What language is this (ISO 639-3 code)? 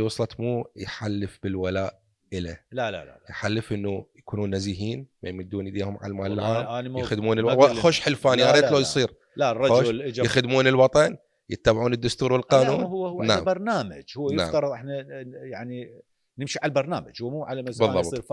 acm